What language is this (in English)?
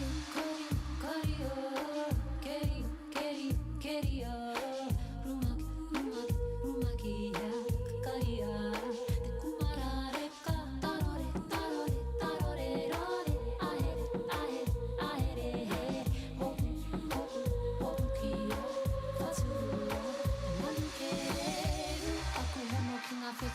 Māori